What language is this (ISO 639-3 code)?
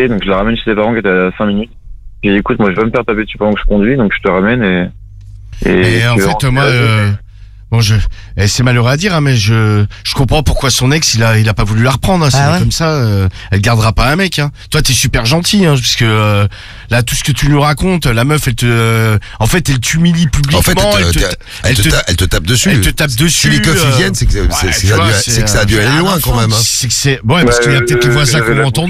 fra